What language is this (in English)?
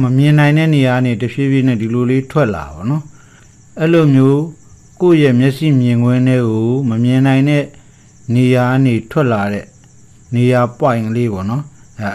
Burmese